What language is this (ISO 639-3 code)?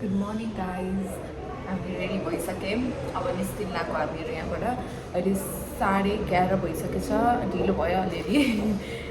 nep